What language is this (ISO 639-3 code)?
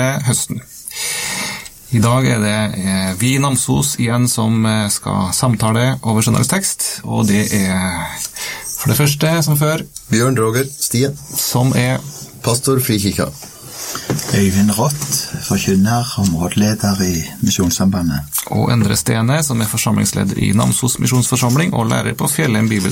nor